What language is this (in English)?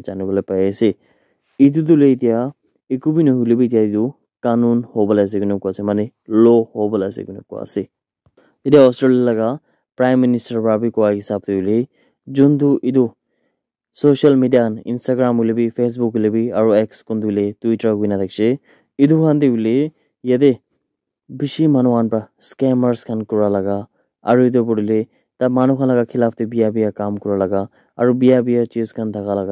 Naga Pidgin